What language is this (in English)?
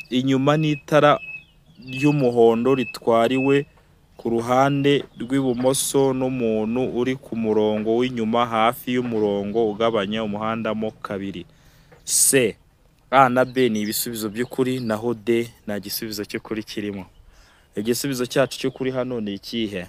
Kinyarwanda